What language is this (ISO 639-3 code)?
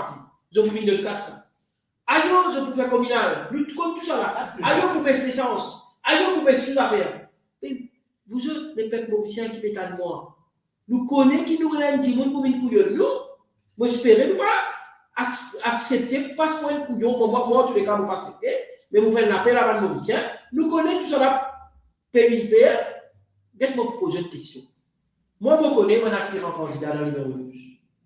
mfe